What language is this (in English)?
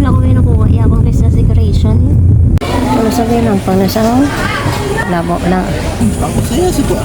Hiligaynon